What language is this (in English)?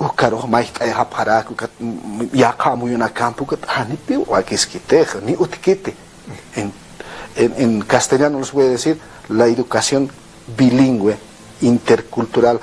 Aymara